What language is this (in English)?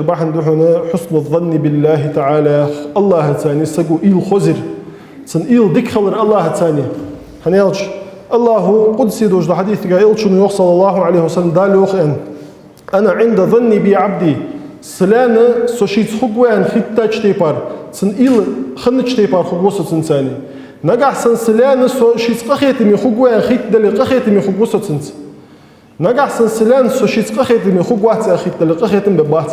Ingush